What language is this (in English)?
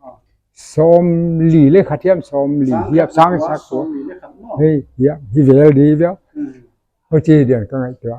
Paite Chin